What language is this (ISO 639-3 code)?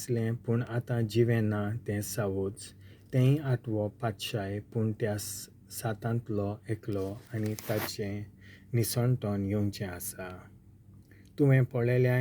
kok